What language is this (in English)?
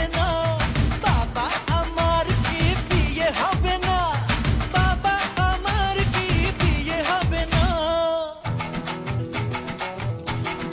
Bangla